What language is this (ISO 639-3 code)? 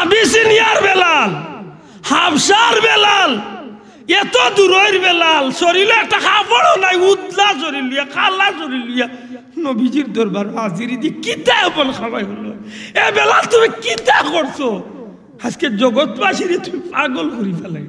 syl